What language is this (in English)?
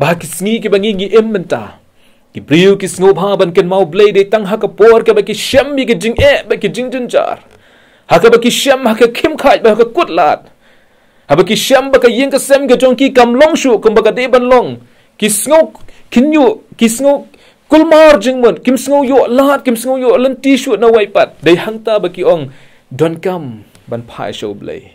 Khasi